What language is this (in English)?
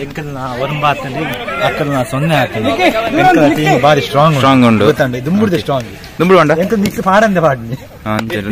Tulu